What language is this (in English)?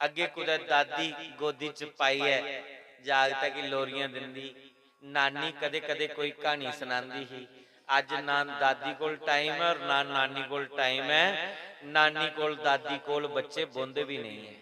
Dogri